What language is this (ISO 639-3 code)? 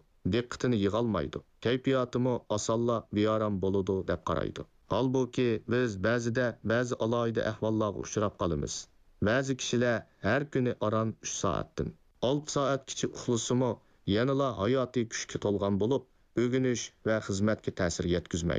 uig